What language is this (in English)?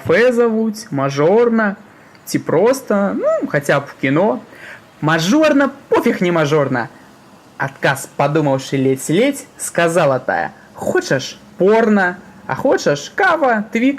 Belarusian